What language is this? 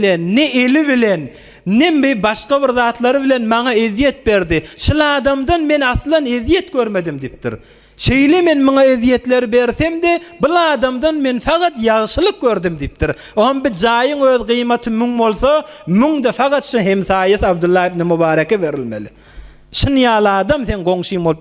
Turkmen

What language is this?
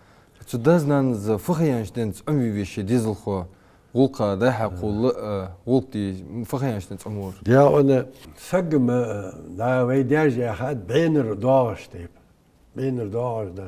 Ingush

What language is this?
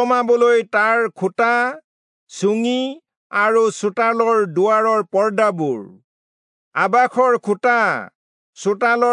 Assamese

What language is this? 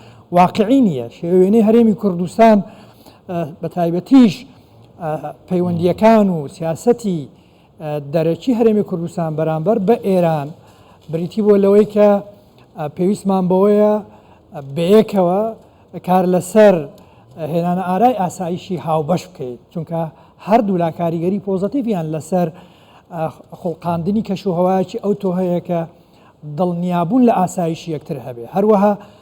Central Kurdish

